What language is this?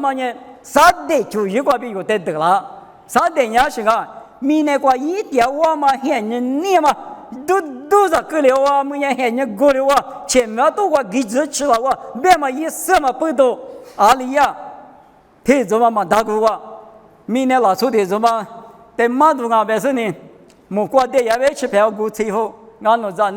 Lisu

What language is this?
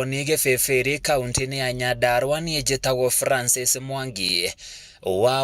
Kikuyu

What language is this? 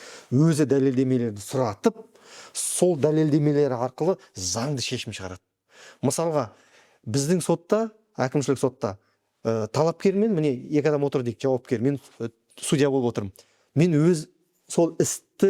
Kazakh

